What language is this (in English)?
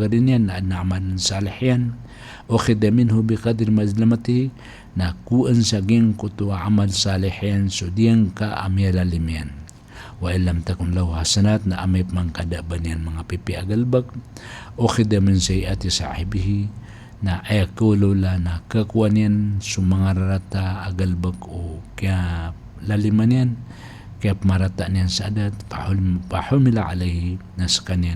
Maranao